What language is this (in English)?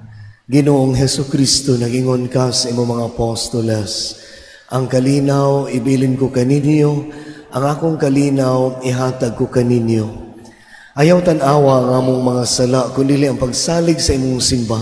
Cebuano